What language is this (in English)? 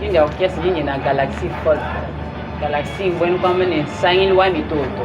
Luba-Lulua